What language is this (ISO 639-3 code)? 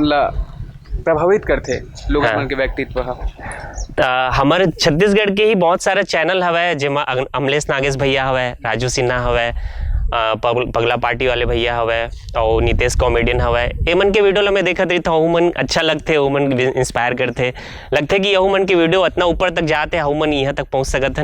hne